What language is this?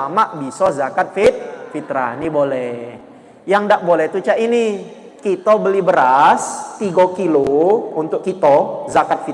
Musi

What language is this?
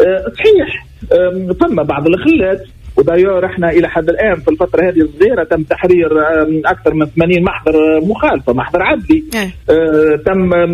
Tunisian Arabic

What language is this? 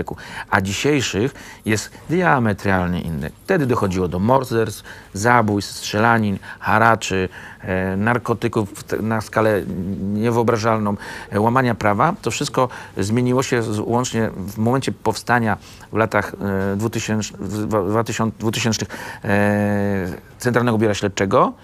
Polish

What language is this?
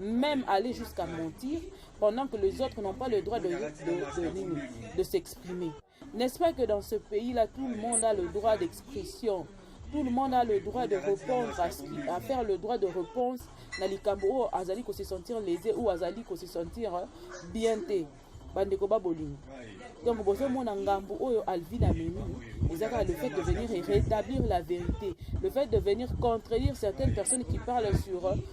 Lingala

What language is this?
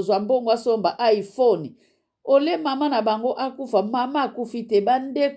Lingala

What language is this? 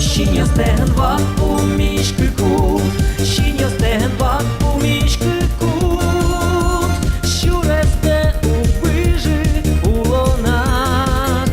Udmurt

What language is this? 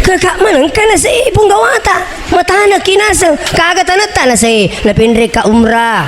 Buginese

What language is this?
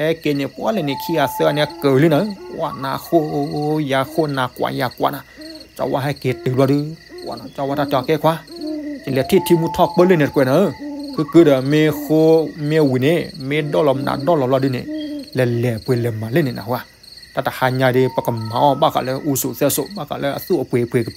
S'gaw Karen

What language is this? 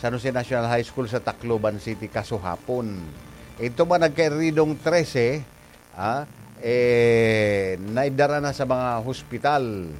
Bikol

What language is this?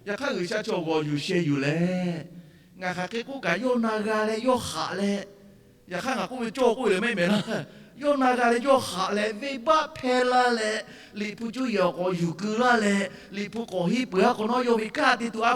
Lahu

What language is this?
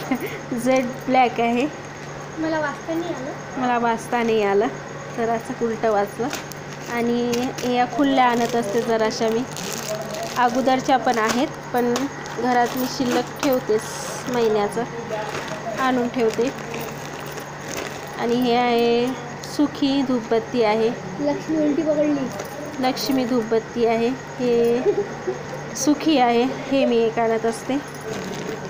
Marathi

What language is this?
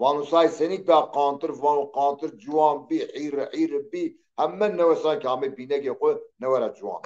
Zaza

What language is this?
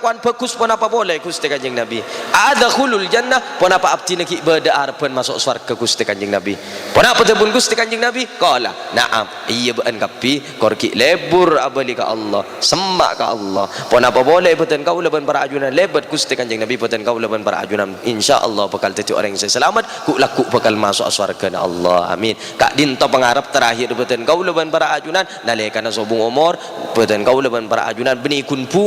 Madurese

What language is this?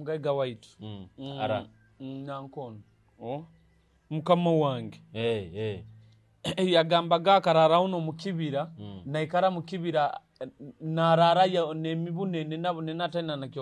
Nyoro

